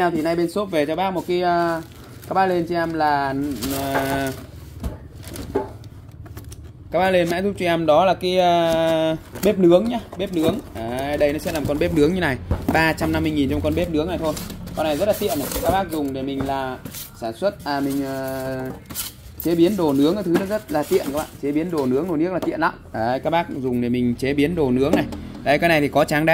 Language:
Vietnamese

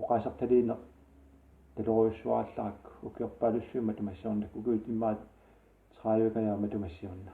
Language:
Kalaallisut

